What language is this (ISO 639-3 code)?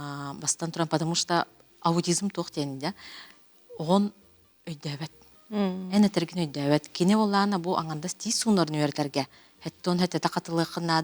sah